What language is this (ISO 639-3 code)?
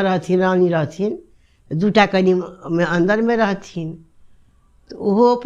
mai